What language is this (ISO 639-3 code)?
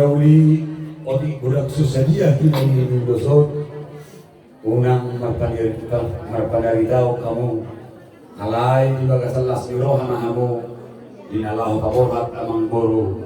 bbc